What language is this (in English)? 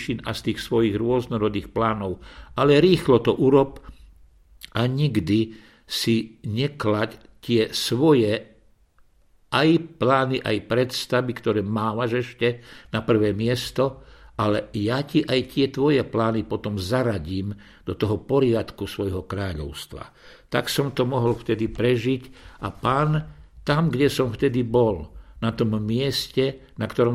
Slovak